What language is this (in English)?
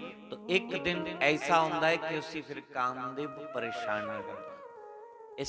Dogri